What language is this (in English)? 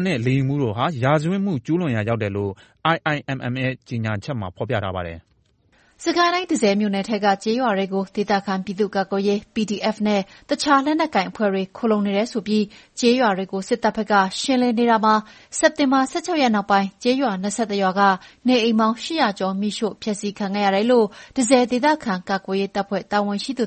Burmese